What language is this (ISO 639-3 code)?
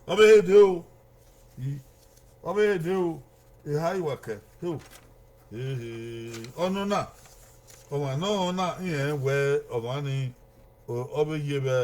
bin